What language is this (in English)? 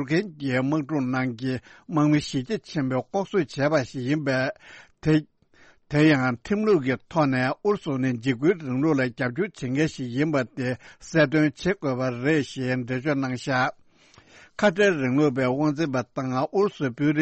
Tibetan